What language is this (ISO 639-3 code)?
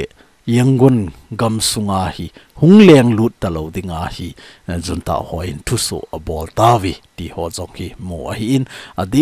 tcz